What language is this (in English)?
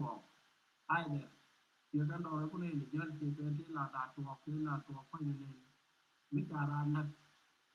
Nuer